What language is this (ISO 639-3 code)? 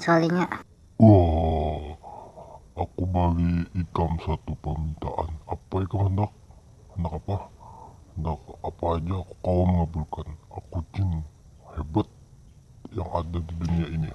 bjn